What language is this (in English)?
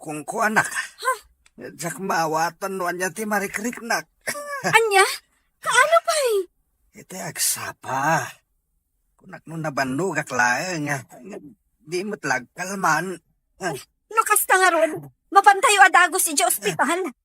Iloko